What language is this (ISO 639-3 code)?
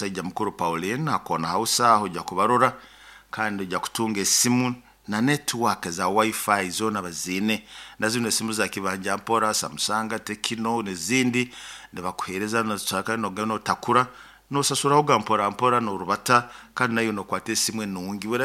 nyo